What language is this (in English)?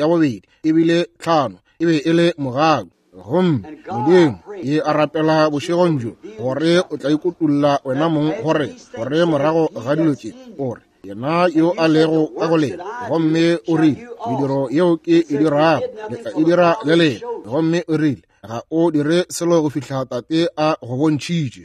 Northern Sotho